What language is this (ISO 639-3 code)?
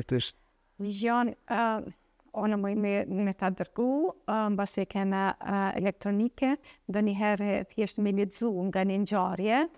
sqi